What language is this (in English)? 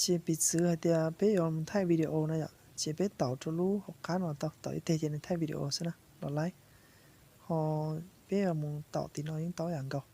Hmong